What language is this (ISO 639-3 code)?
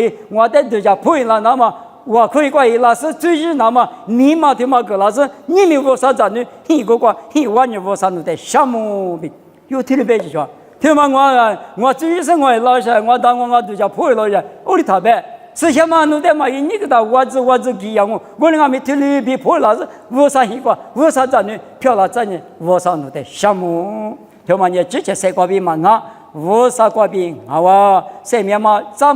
lis